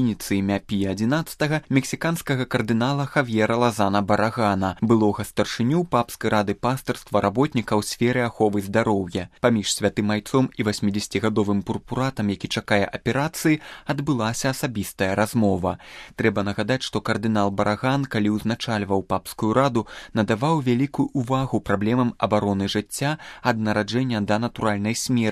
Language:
Belarusian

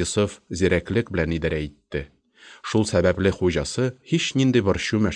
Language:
Tatar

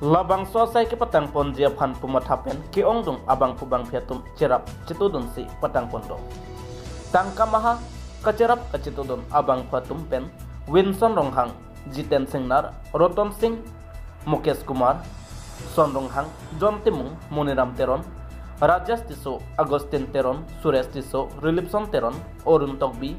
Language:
Karbi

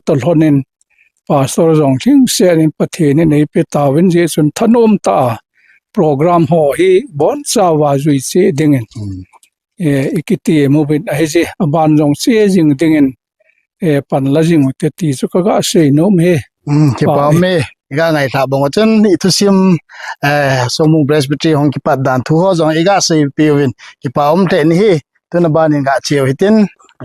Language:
Thado Chin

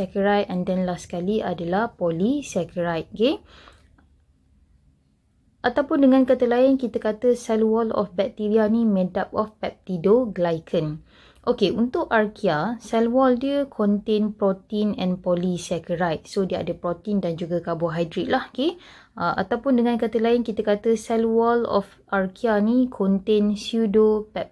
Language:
Malay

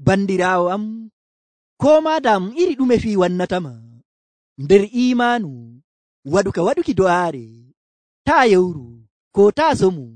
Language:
Nigerian Fulfulde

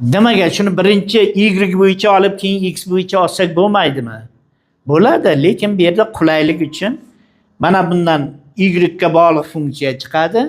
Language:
Uzbek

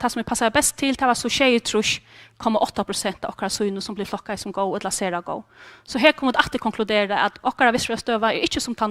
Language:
Faroese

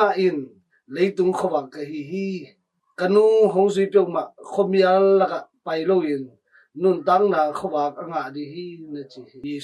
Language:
Tedim Chin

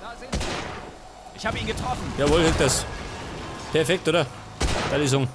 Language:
Bavarian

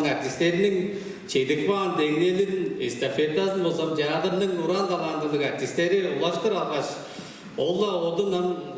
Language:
Tuvinian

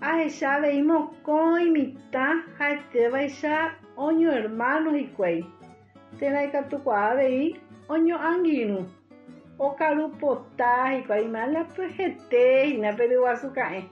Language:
Guarani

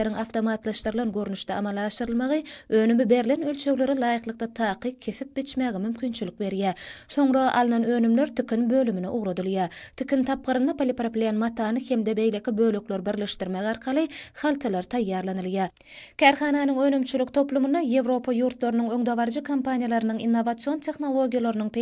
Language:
Turkmen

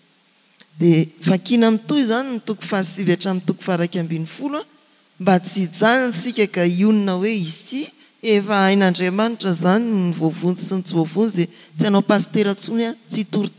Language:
Malagasy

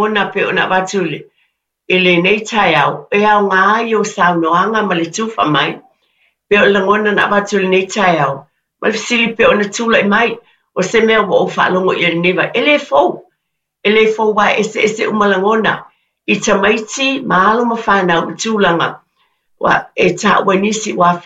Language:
Samoan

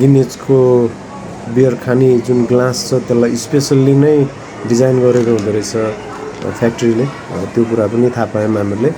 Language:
Nepali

